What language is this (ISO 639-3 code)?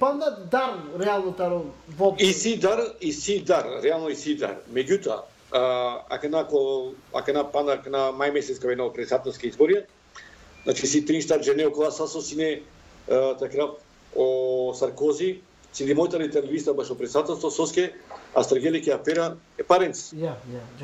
mkd